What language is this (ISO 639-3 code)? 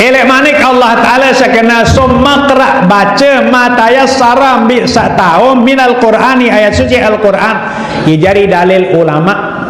sas